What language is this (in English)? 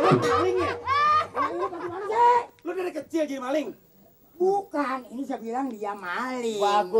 Betawi